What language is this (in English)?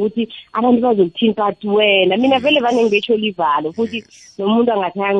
South Ndebele